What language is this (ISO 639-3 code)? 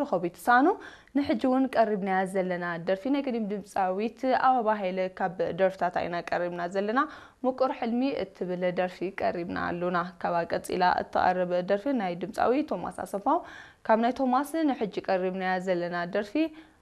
tir